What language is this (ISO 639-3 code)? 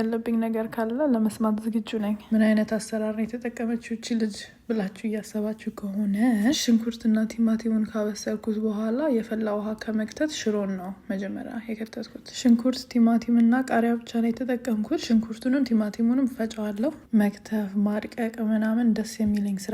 amh